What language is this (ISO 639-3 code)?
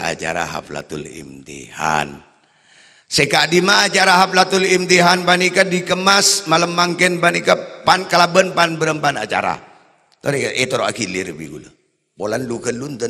mad